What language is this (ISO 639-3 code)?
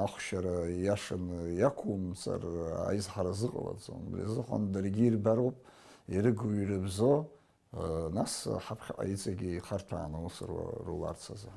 abk